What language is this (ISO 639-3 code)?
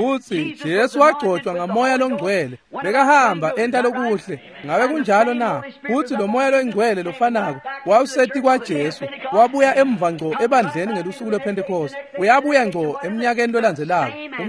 ssw